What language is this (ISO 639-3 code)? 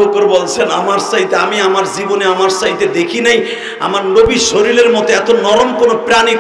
ben